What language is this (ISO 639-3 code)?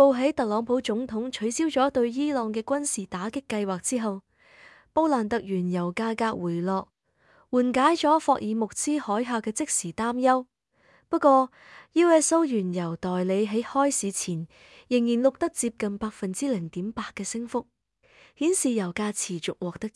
yue